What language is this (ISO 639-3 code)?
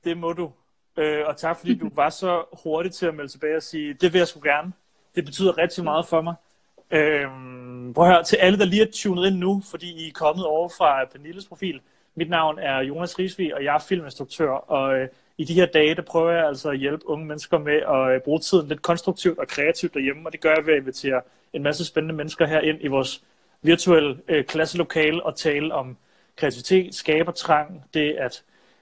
dan